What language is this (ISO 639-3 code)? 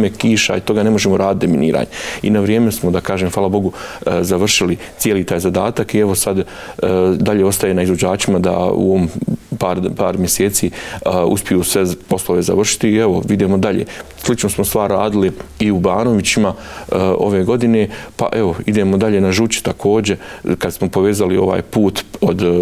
bos